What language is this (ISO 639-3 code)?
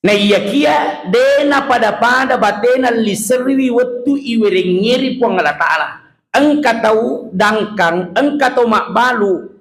bug